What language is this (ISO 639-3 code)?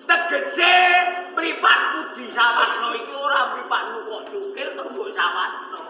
jav